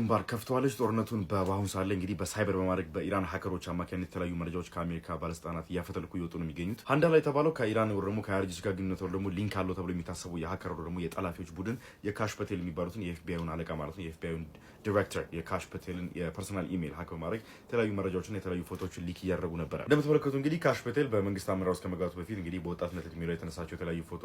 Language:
Amharic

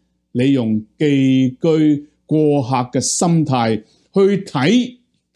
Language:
Cantonese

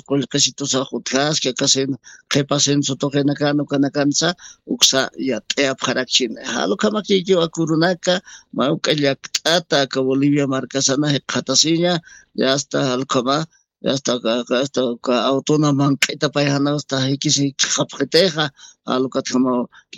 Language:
Aymara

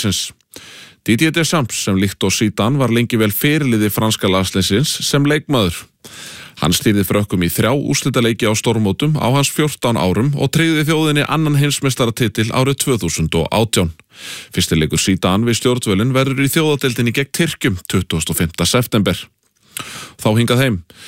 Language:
Icelandic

